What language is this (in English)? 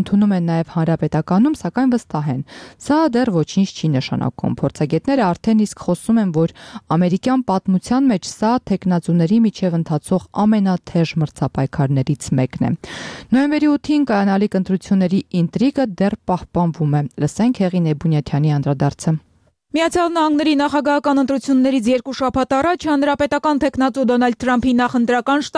Armenian